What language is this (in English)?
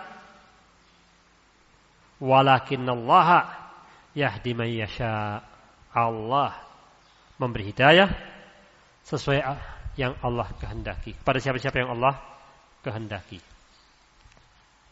Indonesian